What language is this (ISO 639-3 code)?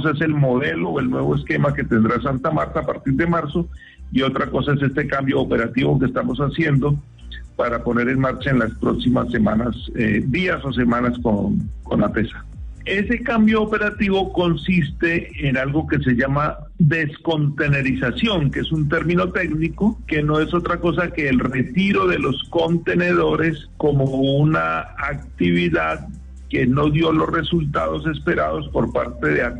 spa